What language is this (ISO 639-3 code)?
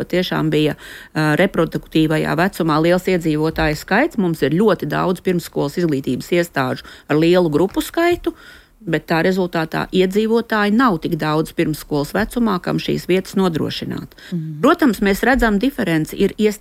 lav